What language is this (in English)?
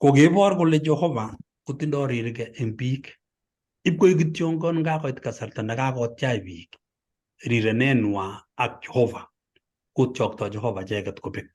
Kalenjin